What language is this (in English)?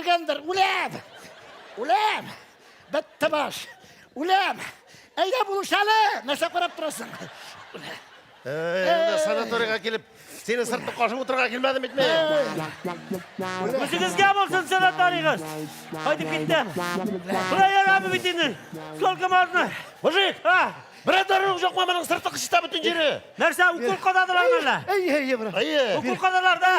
Tatar